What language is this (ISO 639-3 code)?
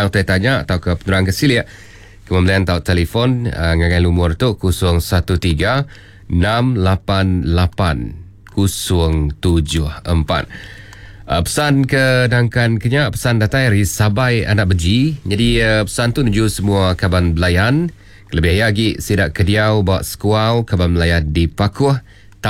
iba